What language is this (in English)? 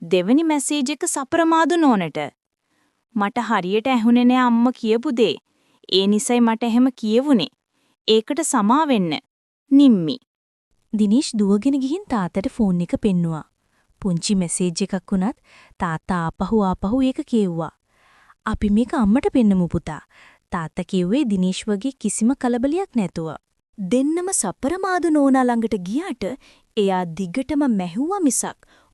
Sinhala